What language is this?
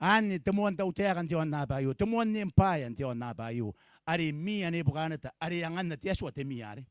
Gilbertese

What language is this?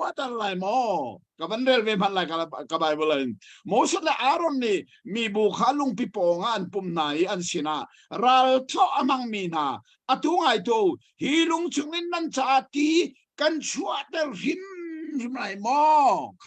Hakha Chin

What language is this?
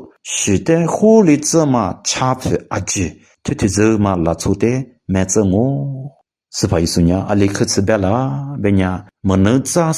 Lisu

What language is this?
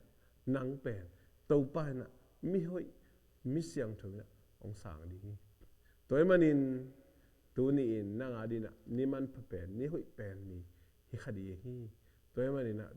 Tedim Chin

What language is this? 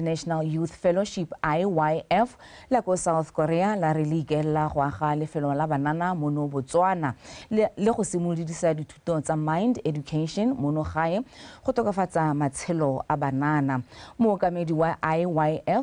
Tswana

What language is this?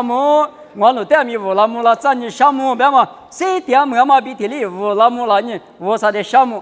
Lisu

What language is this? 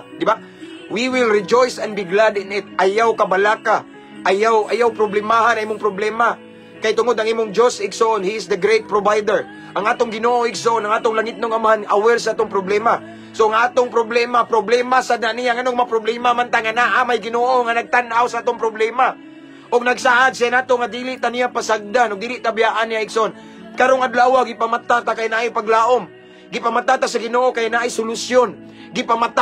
Cebuano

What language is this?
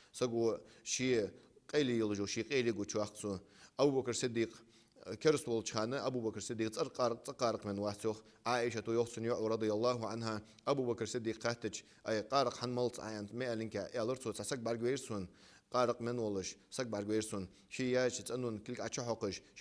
Ingush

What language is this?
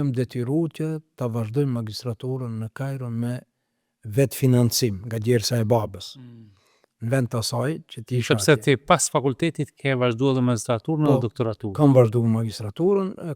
Albanian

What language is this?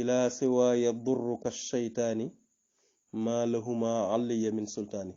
Wolof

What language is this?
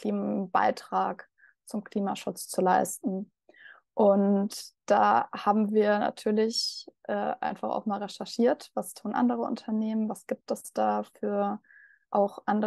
German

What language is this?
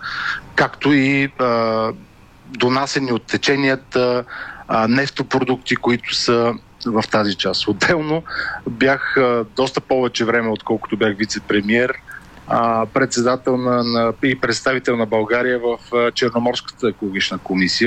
Bulgarian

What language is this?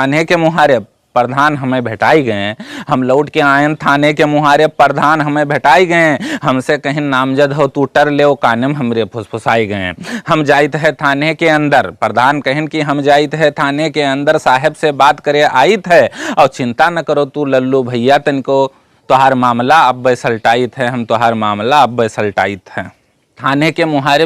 Awadhi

